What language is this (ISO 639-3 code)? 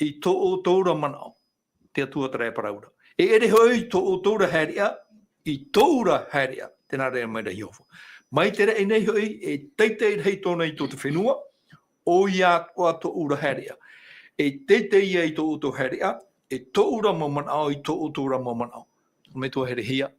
tah